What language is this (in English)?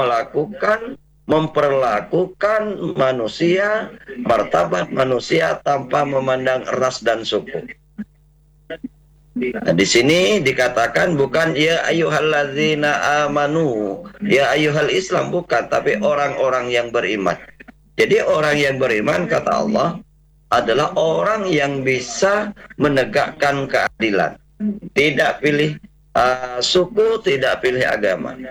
Indonesian